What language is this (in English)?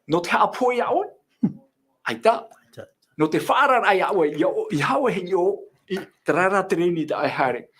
Tahitian